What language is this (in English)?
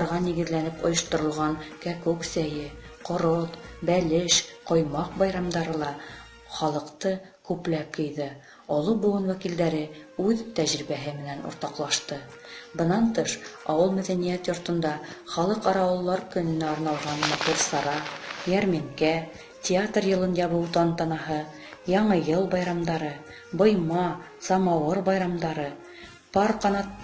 Bashkir